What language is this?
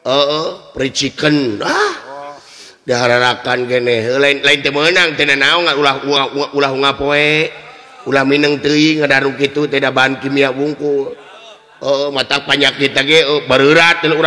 Sundanese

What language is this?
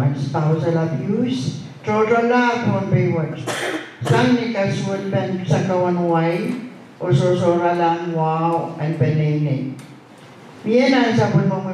Pohnpeian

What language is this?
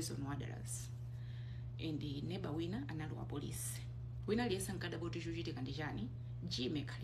Nyanja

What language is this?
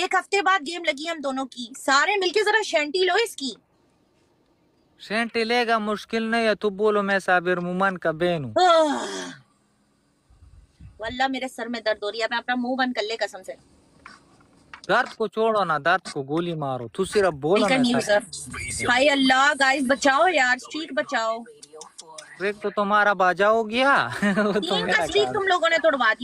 Hindi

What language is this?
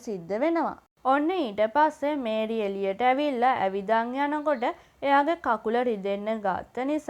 Sinhala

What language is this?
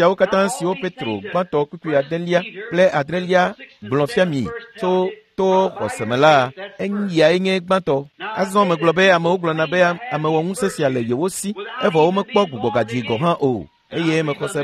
Ewe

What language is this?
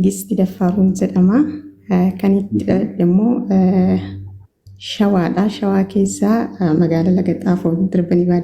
Oromo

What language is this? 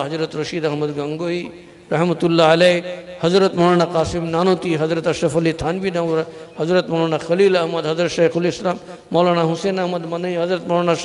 Bangla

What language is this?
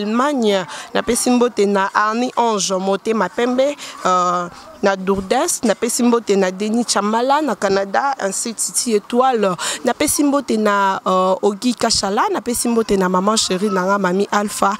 Lingala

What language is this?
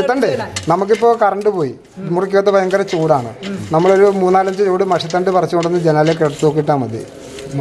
Malayalam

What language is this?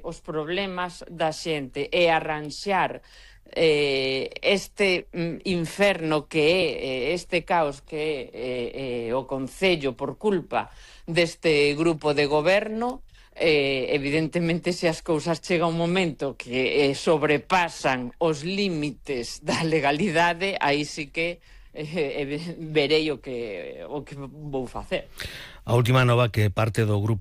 Galician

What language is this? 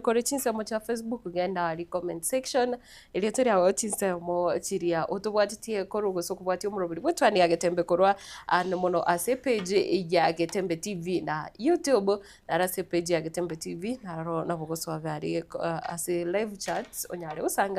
Gusii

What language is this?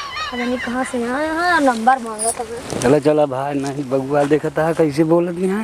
Awadhi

